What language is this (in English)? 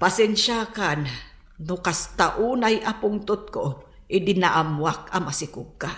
Iloko